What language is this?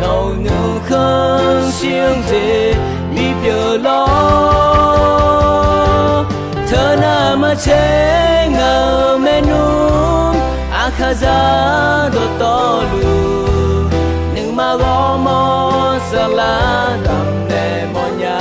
Akha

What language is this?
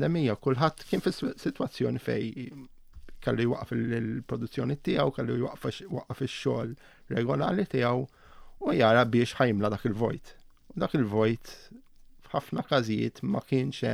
Maltese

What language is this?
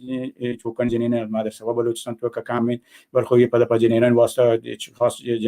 Baluchi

